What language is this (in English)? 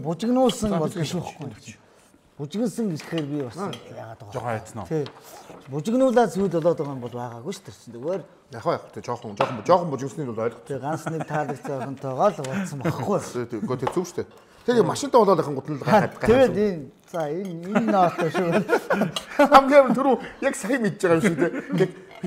Mongolian